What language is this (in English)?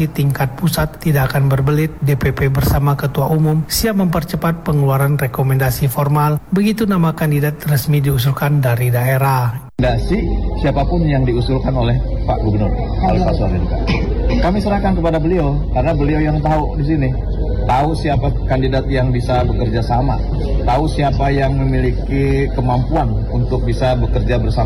Indonesian